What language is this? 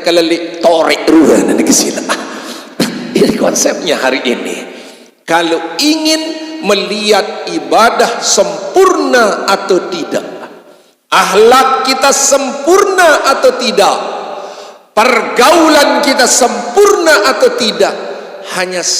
Sasak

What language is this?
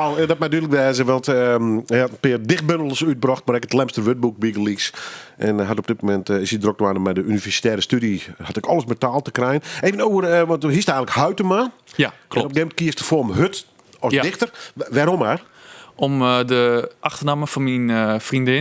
Western Frisian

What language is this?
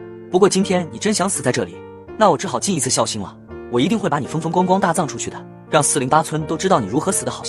Chinese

